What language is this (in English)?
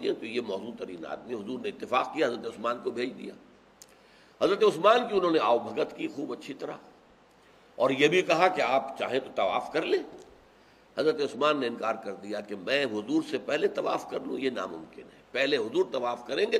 Urdu